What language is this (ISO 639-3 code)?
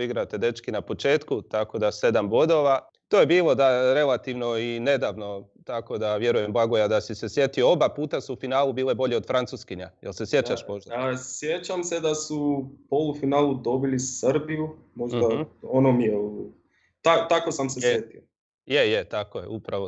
hrv